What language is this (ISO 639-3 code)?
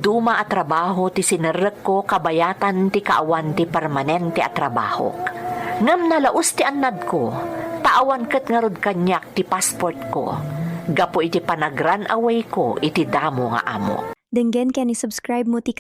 ilo